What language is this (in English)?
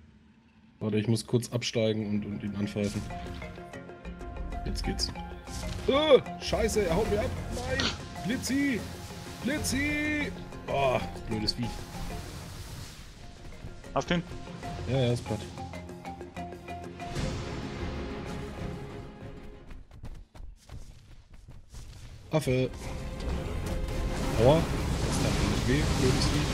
German